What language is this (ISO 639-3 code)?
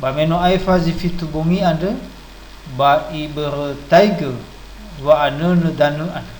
nia